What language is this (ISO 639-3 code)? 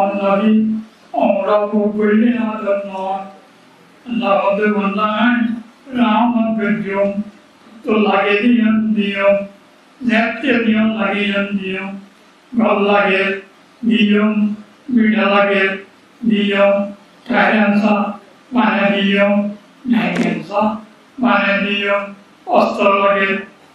rhg